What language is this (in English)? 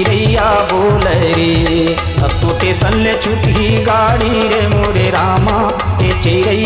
Chhattisgarhi